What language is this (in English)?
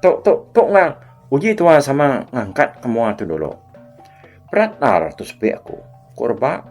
Iban